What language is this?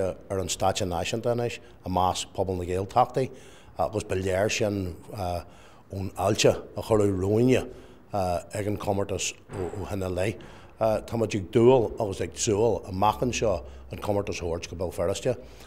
Irish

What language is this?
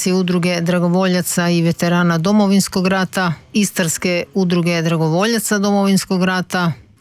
Croatian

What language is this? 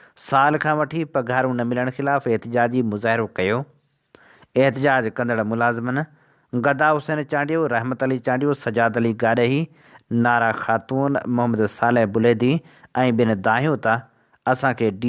Sindhi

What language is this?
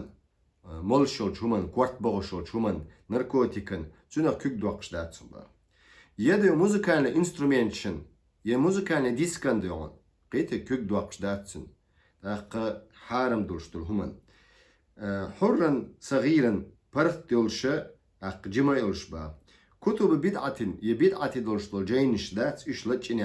Chechen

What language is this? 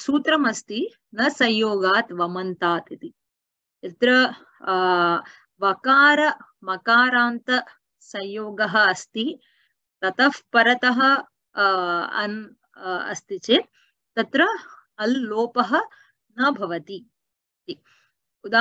Sanskrit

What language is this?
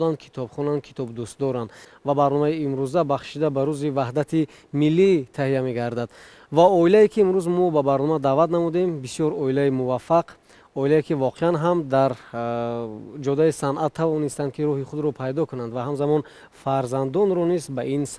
Tajik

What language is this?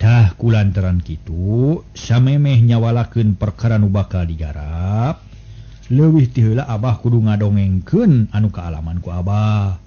Sundanese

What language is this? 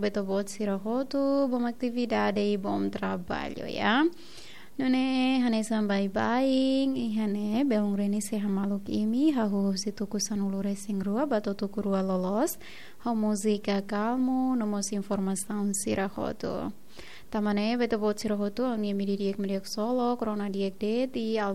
Tetum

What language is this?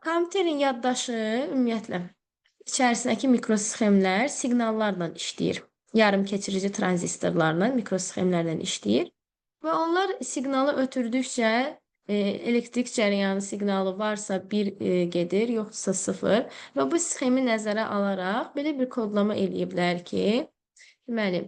Azerbaijani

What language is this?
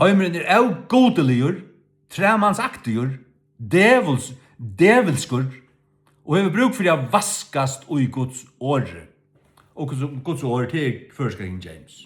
Faroese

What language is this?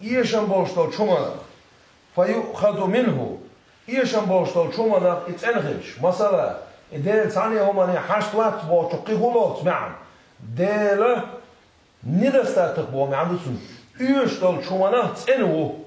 Chechen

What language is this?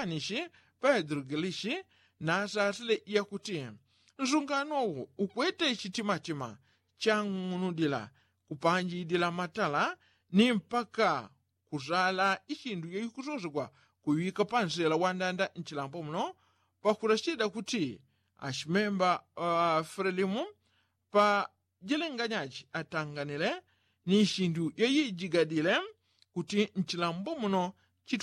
Yao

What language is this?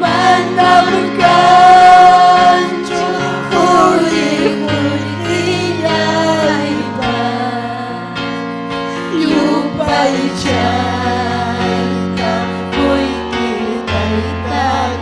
Ayacucho Quechua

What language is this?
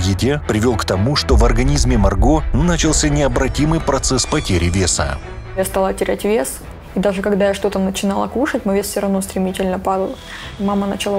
Russian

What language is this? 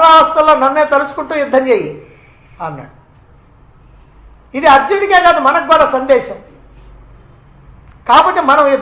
Telugu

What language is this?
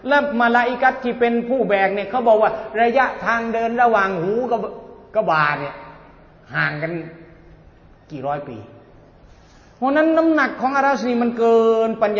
Thai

